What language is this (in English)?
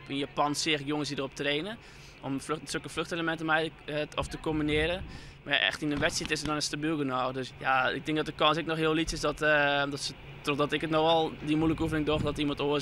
Western Frisian